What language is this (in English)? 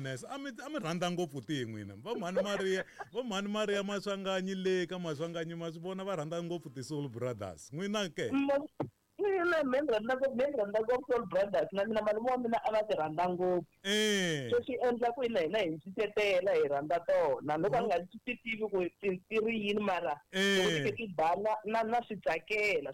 Tsonga